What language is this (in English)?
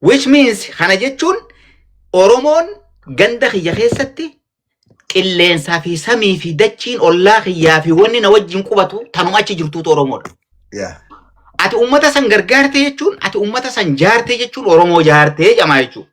Oromo